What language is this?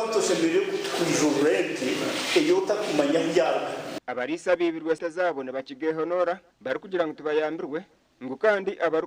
Nyankole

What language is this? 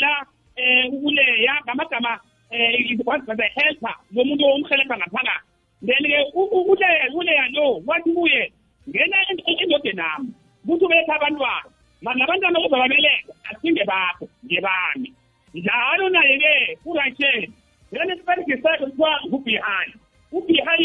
South Ndebele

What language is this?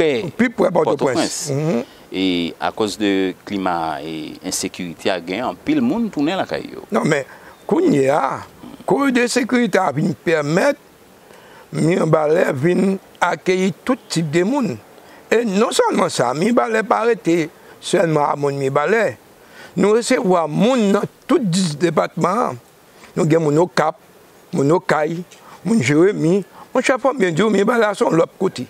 Haitian Creole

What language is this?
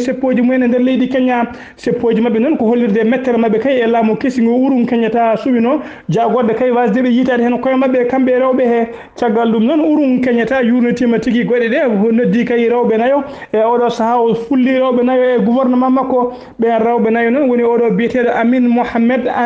Fula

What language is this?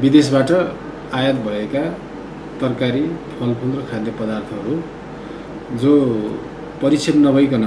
Nepali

